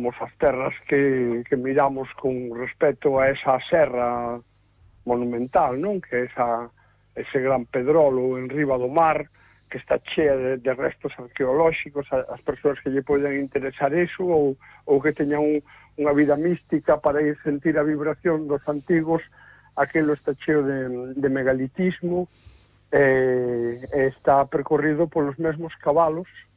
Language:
Galician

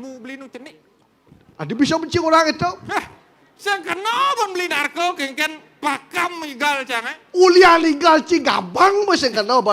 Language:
Balinese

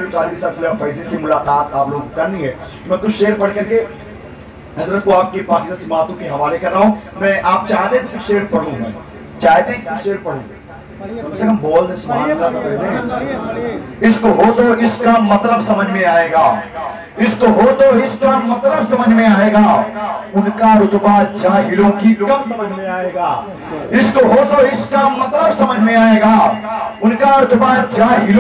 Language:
Urdu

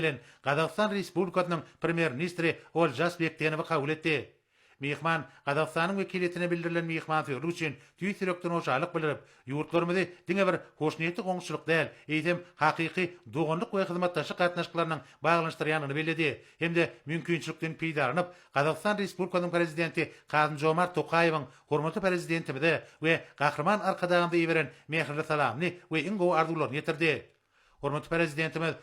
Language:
Turkmen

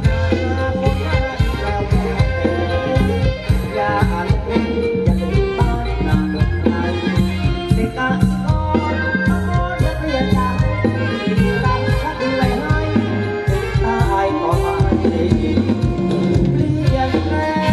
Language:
Thai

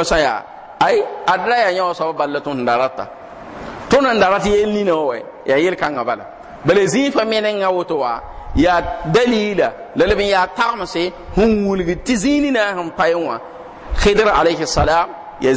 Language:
Mossi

